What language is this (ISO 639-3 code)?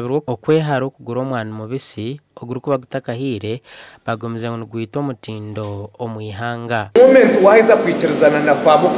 nyn